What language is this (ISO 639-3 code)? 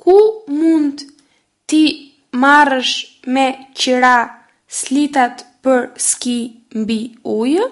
sqi